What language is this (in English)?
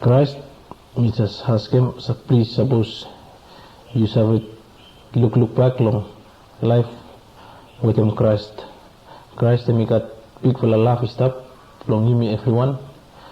Bislama